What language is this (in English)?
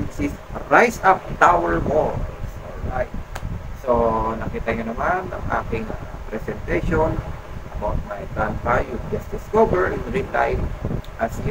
Filipino